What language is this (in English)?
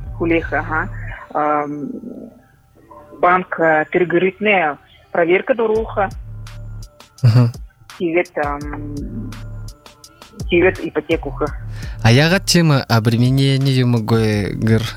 Buriat